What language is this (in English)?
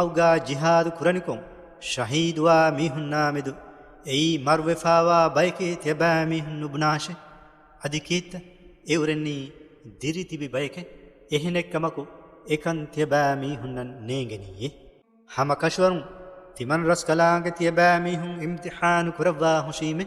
Divehi